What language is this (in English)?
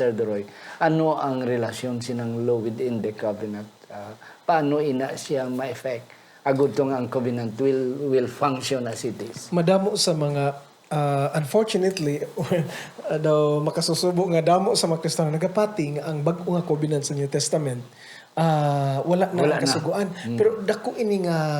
Hiligaynon